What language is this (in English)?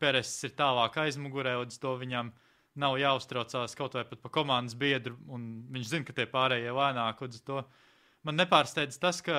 Latvian